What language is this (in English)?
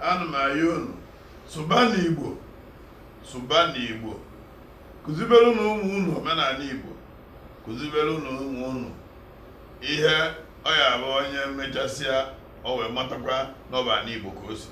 Igbo